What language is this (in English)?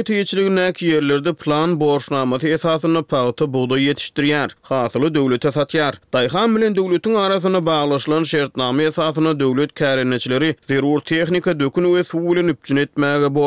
Turkmen